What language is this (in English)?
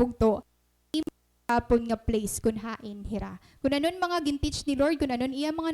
Waray